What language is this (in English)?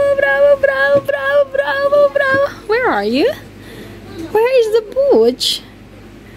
Filipino